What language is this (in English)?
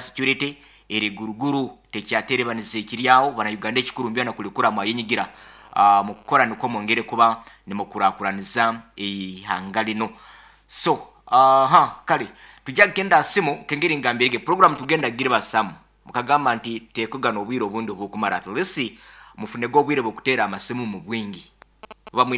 Nyankole